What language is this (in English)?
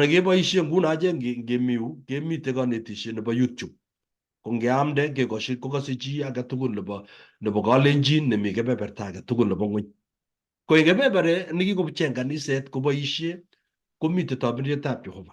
Kalenjin